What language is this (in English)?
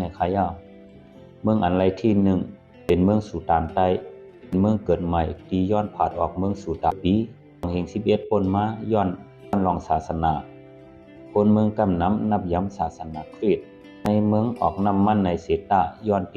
Shan